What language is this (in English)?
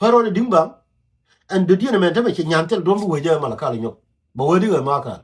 Nuer